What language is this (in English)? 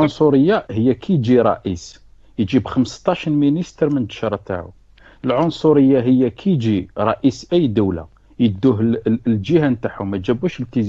Algerian Arabic